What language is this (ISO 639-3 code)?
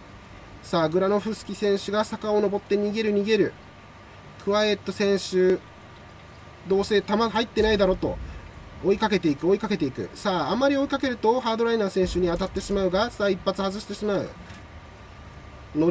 jpn